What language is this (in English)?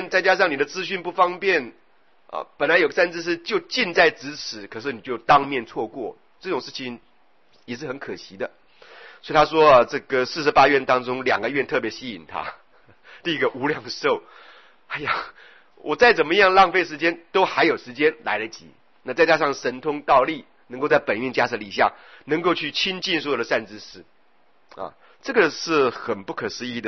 Chinese